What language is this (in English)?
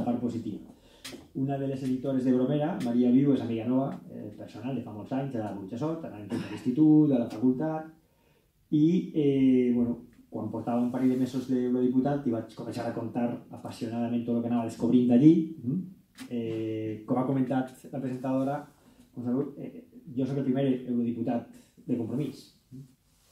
Catalan